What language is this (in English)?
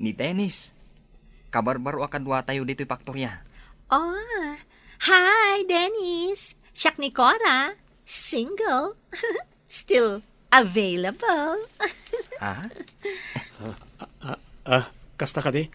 Iloko